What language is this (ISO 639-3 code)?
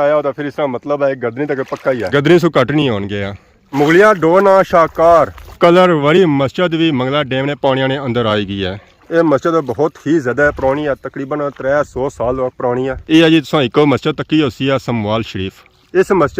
phr